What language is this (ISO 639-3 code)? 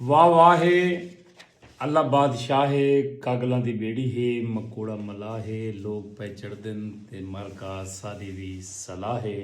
skr